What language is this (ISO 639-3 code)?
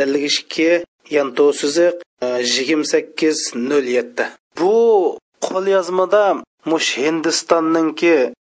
uig